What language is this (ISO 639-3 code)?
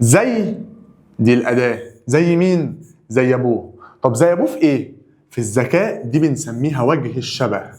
arz